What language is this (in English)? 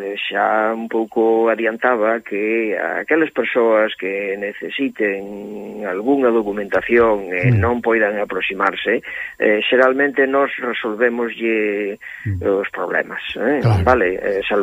Galician